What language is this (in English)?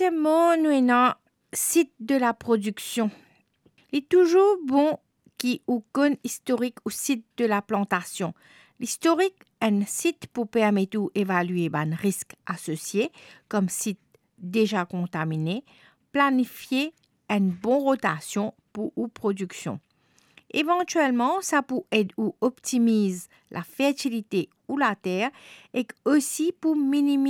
Morisyen